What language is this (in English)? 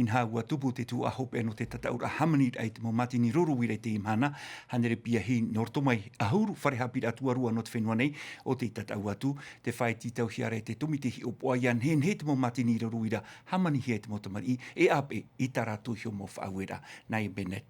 Tahitian